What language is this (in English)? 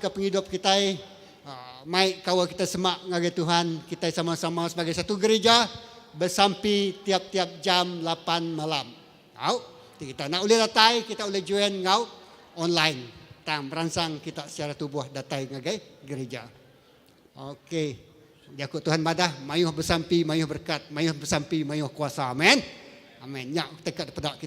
Iban